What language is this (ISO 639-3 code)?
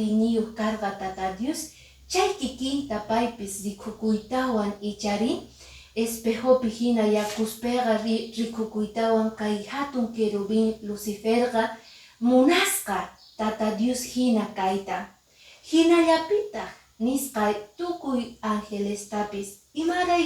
que